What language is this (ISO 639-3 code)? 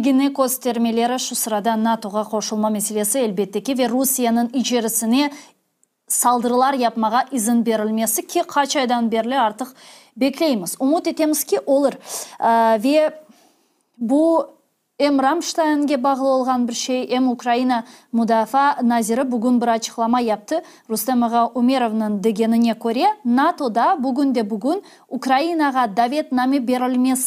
crh